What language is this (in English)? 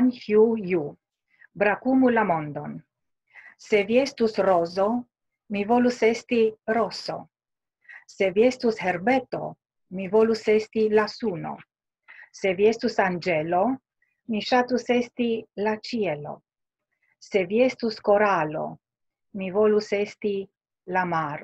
Esperanto